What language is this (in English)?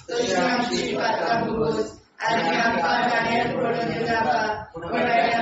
Konkani